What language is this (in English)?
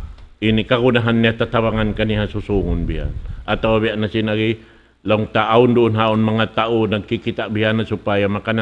Tausug